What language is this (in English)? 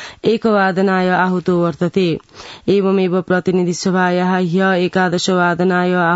Sanskrit